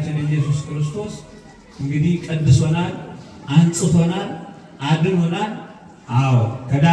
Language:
Amharic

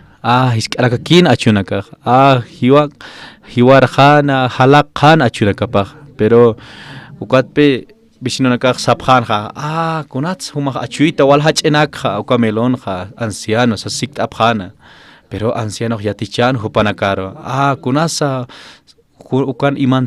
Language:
Aymara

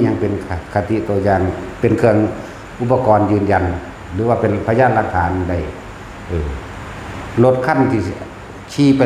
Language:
Northeastern Thai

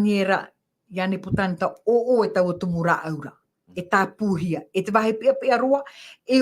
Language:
Tahitian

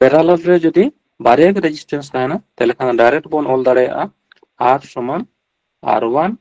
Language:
Santali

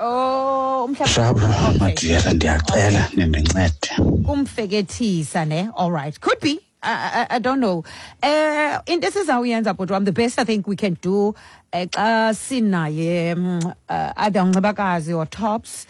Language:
Xhosa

